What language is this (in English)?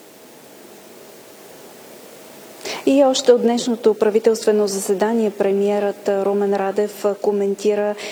Bulgarian